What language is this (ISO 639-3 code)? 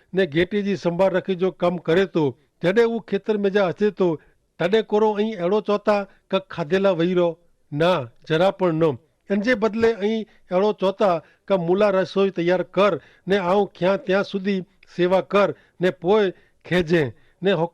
kfr